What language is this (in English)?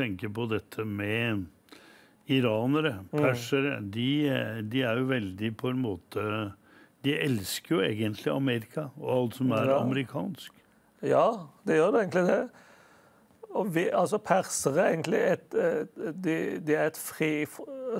Norwegian